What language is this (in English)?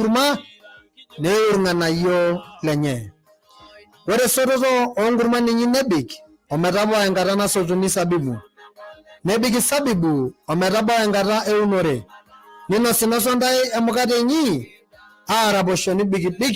Masai